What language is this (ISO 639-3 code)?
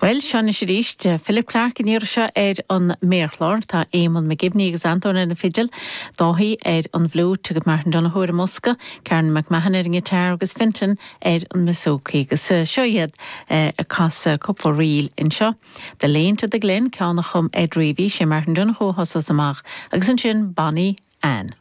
gle